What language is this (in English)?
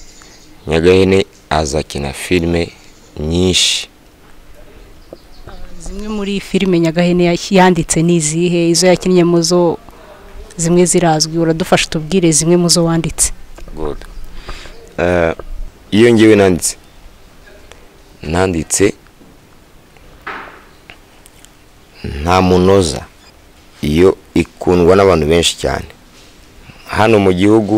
Kinyarwanda